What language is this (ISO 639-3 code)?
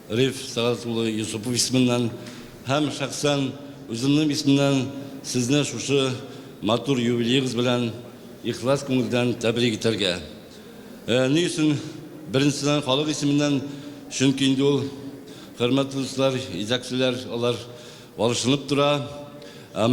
bak